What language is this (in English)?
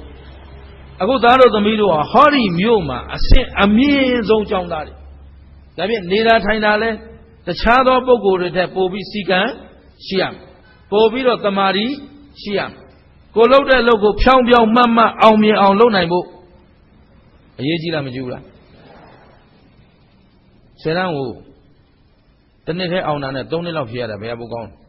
Burmese